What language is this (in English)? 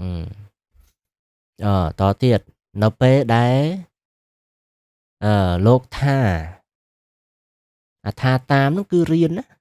Khmer